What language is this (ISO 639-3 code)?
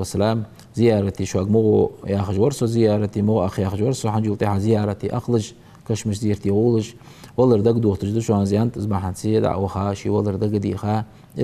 inh